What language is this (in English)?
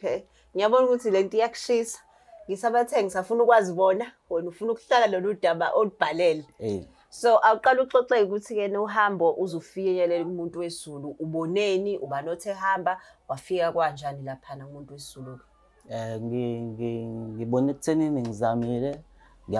Zulu